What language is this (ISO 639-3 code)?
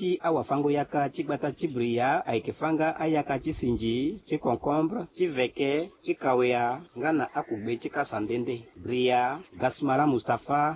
sag